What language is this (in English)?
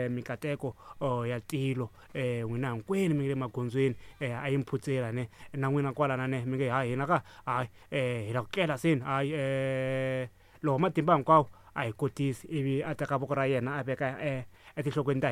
Tsonga